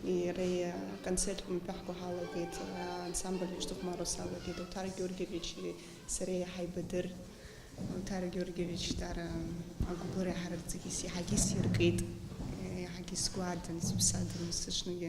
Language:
Abkhazian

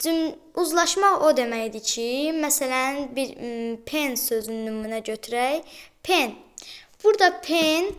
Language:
Azerbaijani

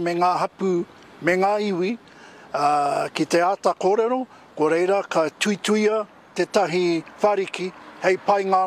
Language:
Māori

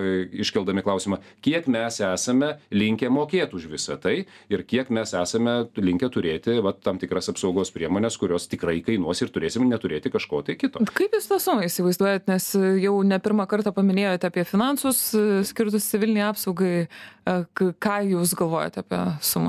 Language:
Lithuanian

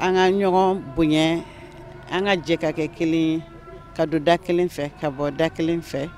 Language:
Bambara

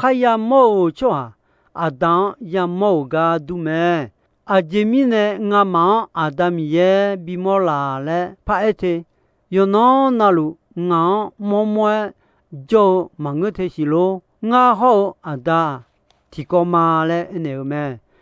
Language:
Akha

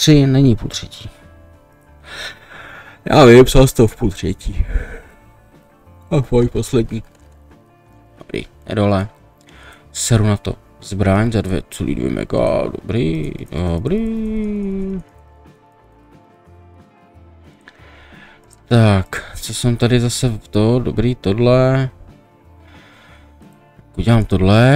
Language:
Czech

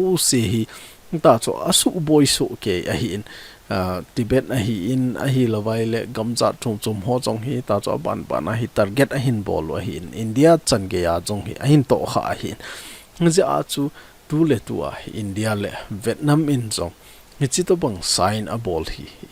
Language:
Thado Chin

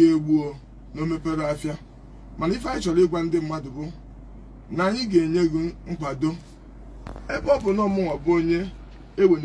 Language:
Igbo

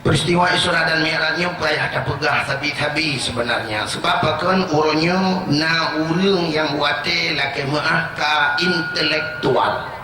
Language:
Achinese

